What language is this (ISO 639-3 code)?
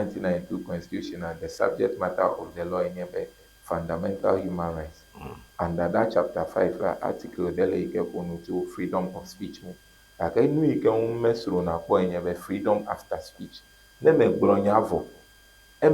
ewe